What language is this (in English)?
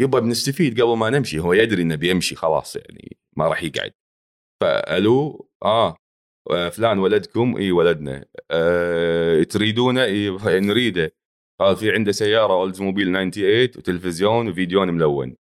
Gulf Arabic